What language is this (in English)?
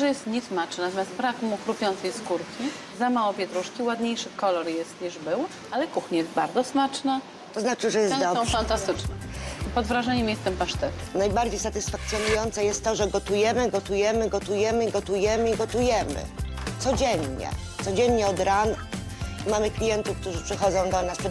Polish